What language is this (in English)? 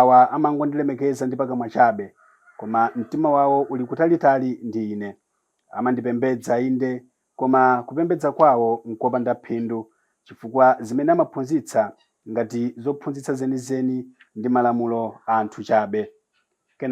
Nyanja